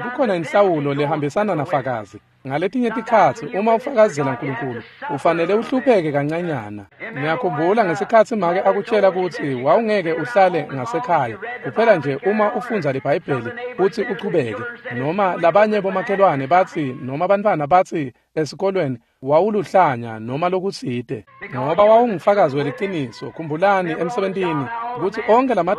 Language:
Swati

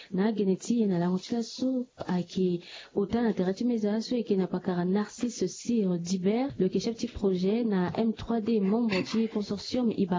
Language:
Sango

